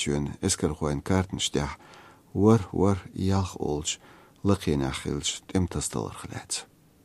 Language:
Chechen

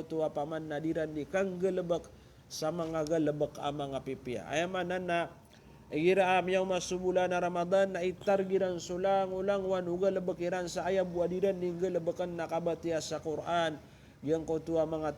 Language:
Maranao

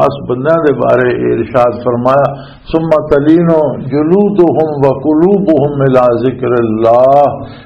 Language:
Western Panjabi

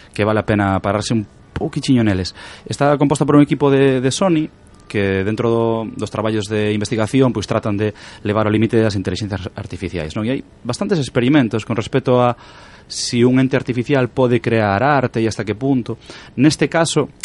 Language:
Galician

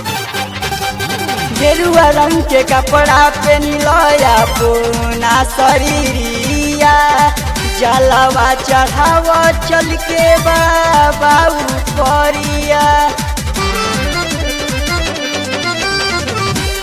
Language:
Bhojpuri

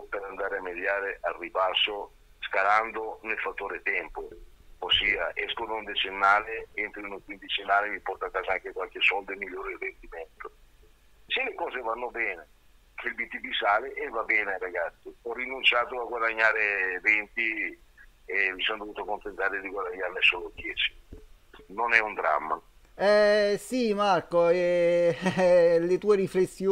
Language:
Italian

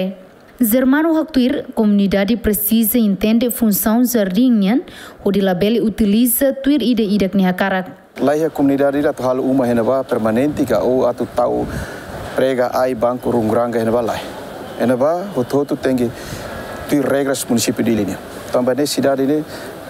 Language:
Tetum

